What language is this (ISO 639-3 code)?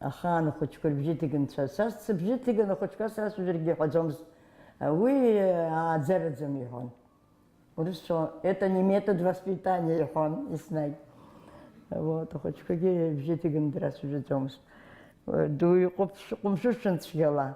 abk